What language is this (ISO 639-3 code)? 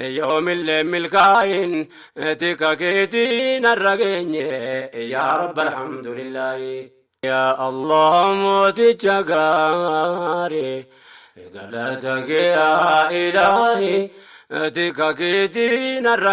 orm